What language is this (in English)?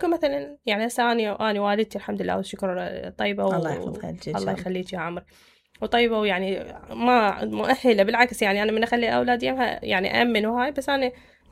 Mesopotamian Arabic